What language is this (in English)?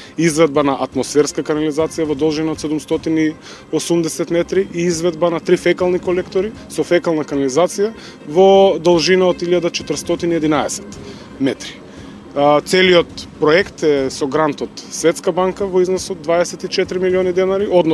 Macedonian